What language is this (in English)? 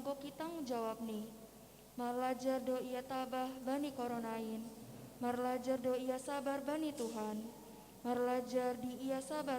Batak Simalungun